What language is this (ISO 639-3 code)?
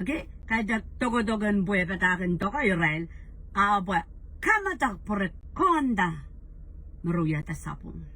pon